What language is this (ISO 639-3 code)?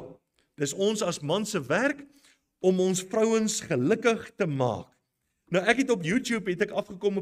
afr